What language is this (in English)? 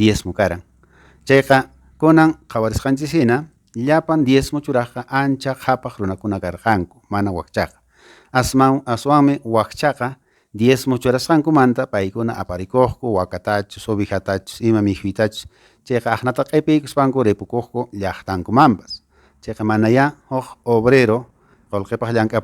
Quechua